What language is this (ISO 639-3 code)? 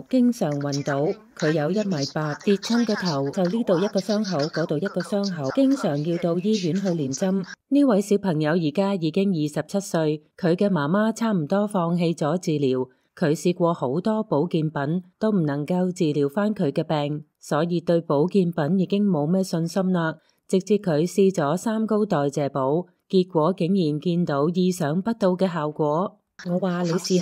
yue